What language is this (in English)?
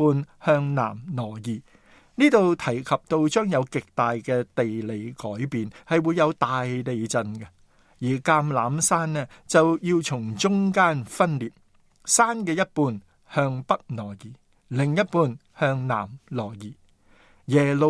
Cantonese